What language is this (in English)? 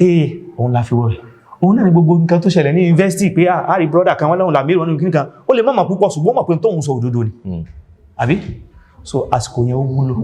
Yoruba